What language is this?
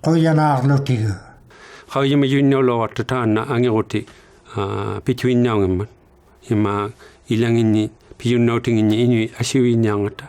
Inuktitut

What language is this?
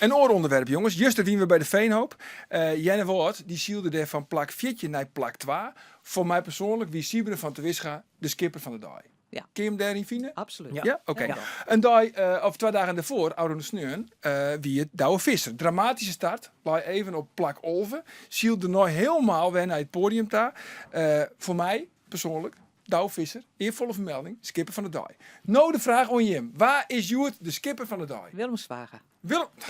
Western Frisian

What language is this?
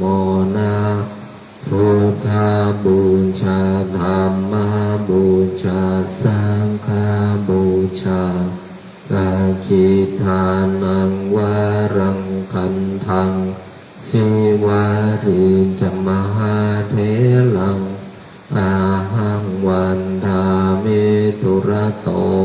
Pali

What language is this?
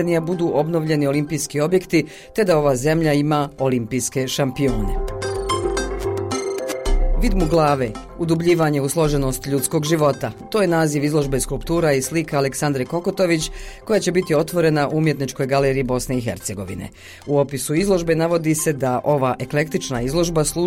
Bosnian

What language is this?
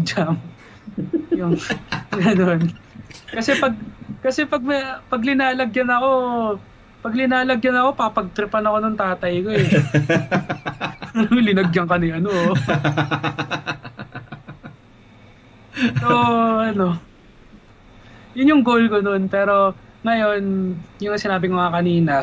Filipino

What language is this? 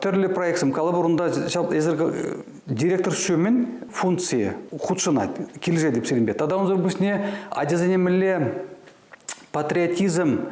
Chuvash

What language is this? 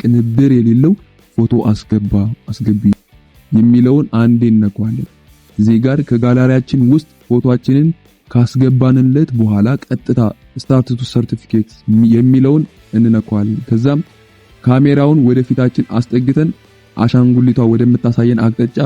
Amharic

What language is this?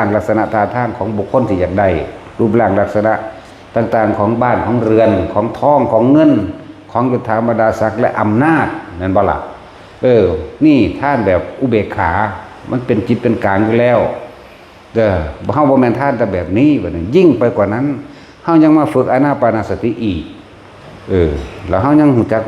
Northeastern Thai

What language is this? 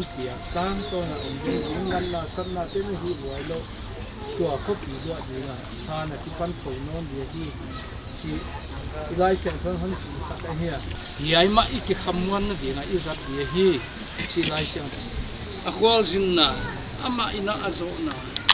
Paite Chin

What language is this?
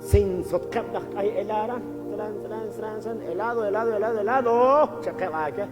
Kekchí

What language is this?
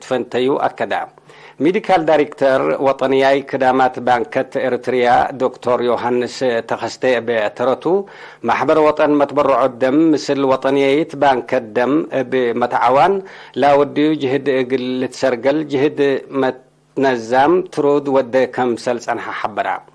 Tigre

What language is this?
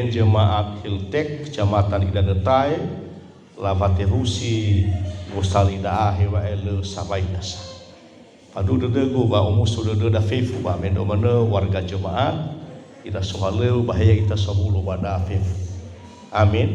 Nias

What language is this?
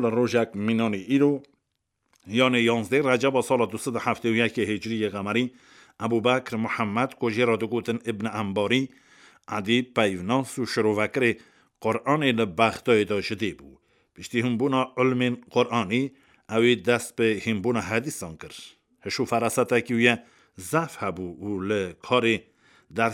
Kurdish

